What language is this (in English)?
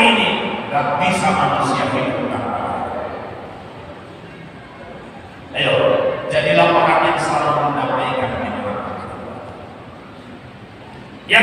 Indonesian